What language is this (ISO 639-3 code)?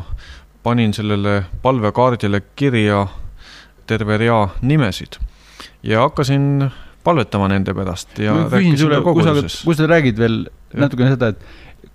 est